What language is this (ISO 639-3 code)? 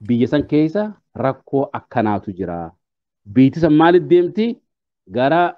orm